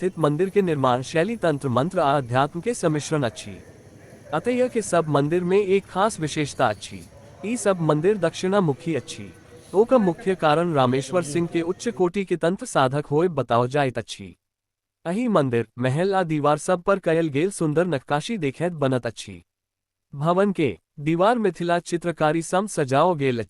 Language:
Maithili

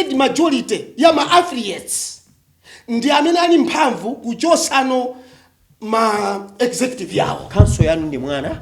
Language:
Nyanja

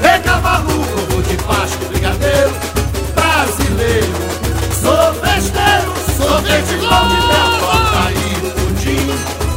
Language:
Portuguese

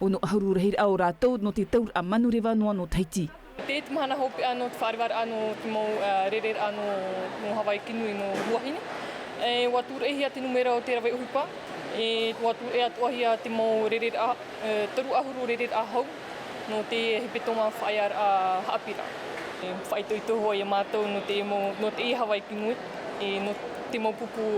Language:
Tahitian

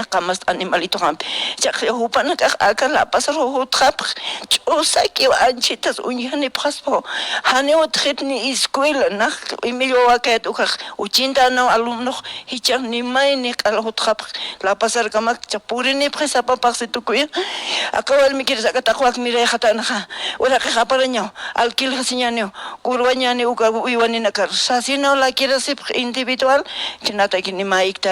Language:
Aymara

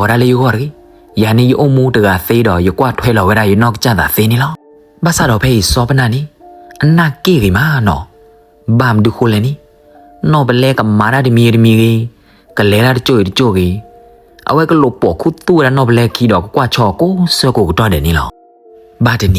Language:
S'gaw Karen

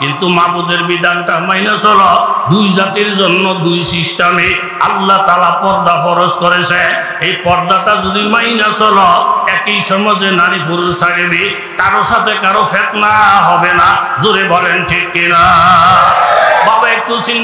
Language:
Bangla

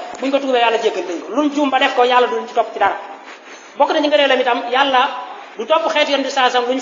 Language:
Wolof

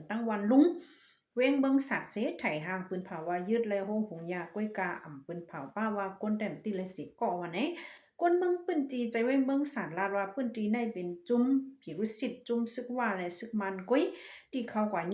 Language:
Shan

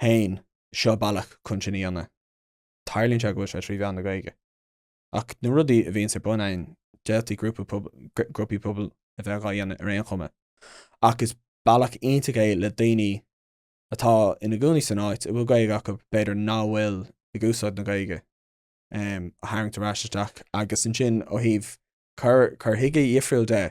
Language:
Irish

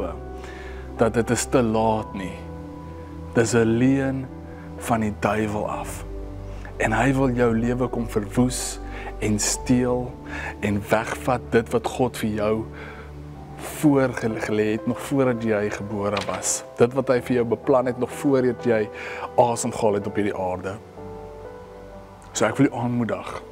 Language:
Afrikaans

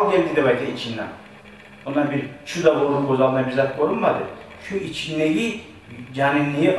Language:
Kumyk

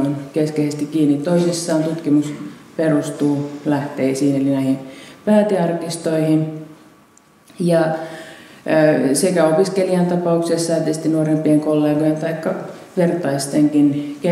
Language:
Finnish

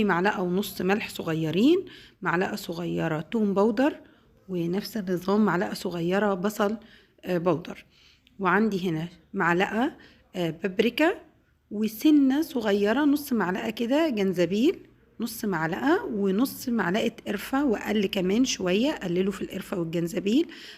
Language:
Egyptian Arabic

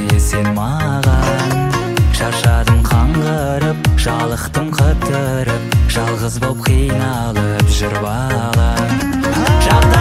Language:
Kazakh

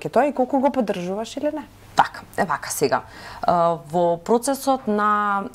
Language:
Macedonian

